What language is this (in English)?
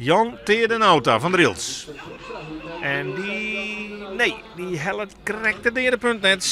Western Frisian